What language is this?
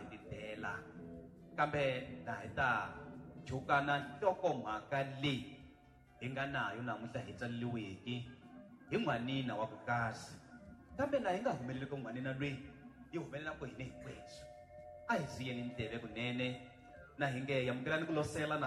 Tsonga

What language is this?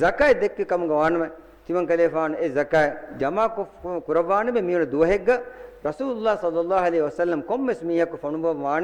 Divehi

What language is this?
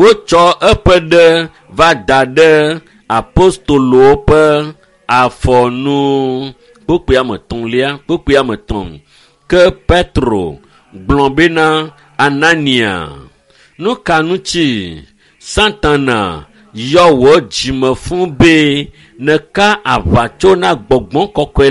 Ewe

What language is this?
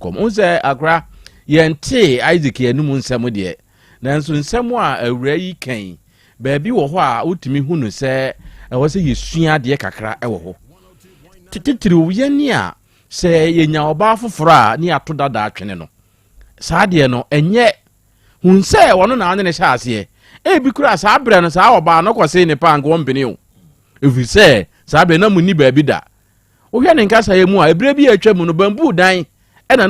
Akan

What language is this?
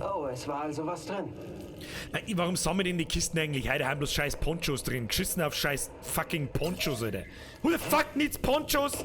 Bavarian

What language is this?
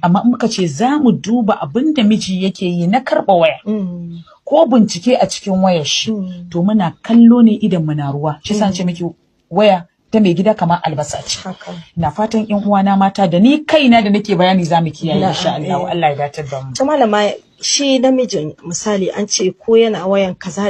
Hausa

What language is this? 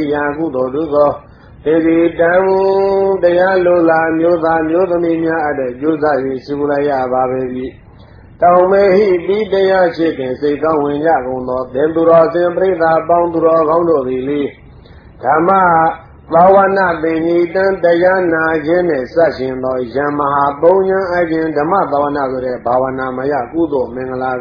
Burmese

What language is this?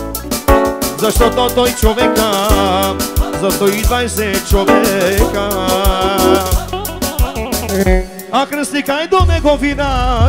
Bulgarian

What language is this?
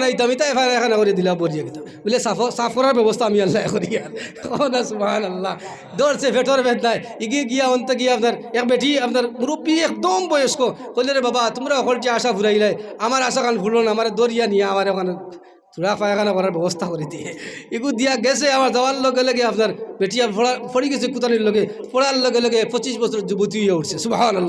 Sylheti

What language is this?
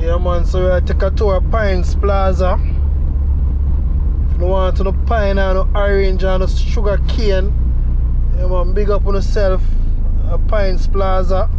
Jamaican Creole English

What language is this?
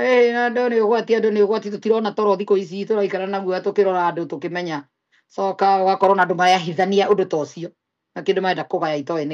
Kikuyu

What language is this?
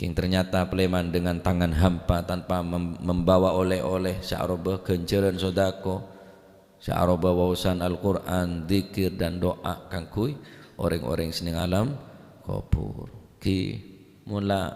Madurese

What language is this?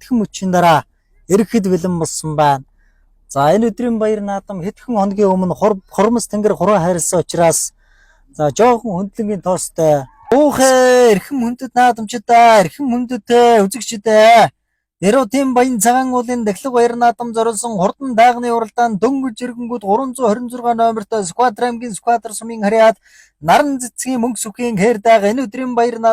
Mongolian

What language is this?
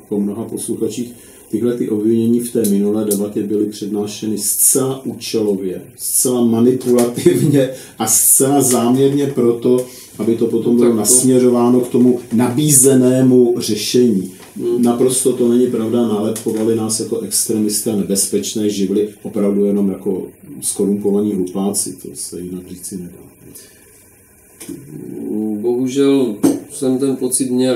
Czech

